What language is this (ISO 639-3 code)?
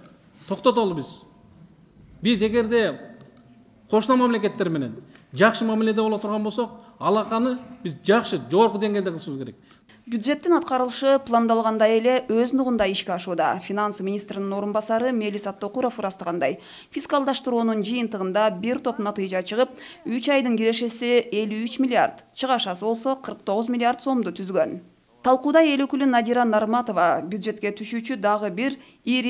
kir